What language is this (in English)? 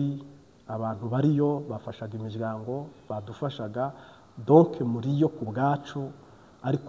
Kinyarwanda